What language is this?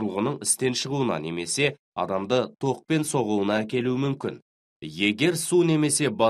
Kazakh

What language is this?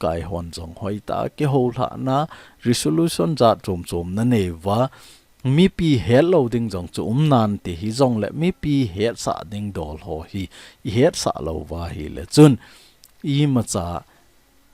Thado Chin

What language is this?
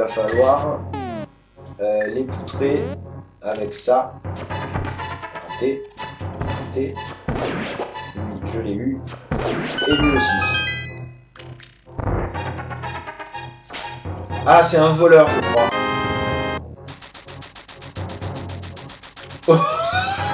French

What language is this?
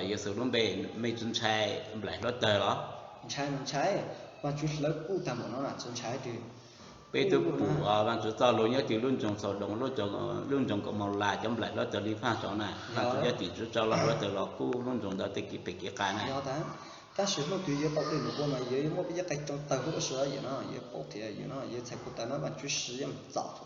Hmong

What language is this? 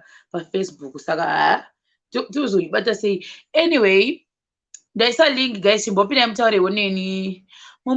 Shona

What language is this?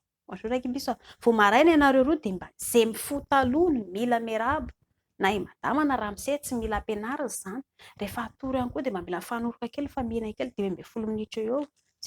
Malagasy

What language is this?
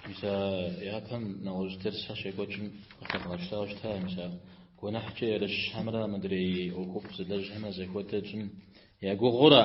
Kabardian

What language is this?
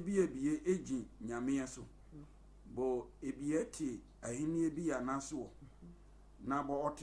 Sehwi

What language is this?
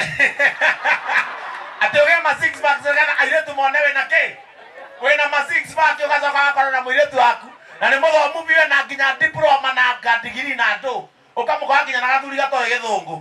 Kikuyu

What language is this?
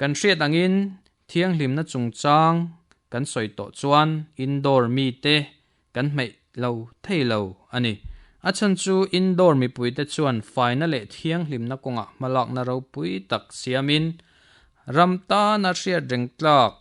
Mizo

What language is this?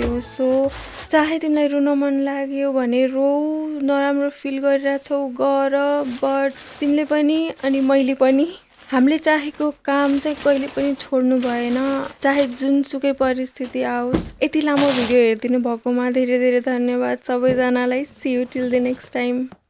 Nepali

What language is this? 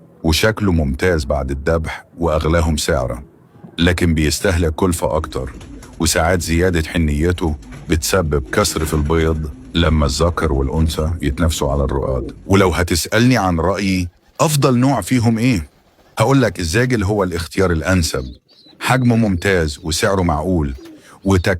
Egyptian Arabic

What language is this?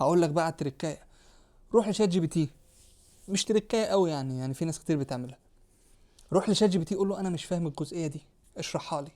Egyptian Arabic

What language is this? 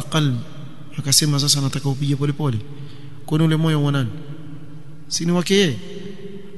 Swahili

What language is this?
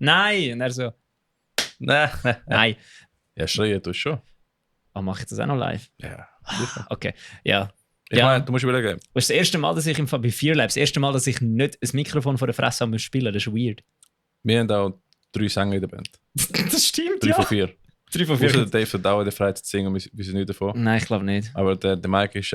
Swiss German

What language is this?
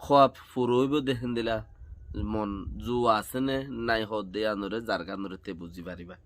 Rohingya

